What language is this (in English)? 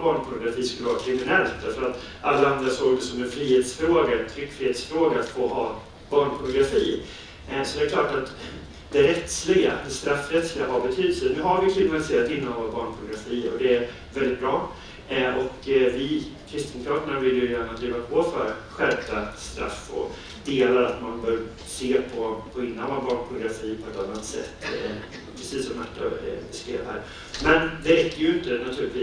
Swedish